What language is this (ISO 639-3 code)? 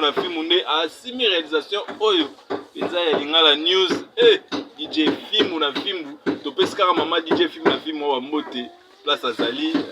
lin